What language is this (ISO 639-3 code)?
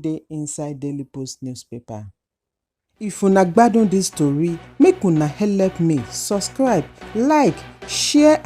pcm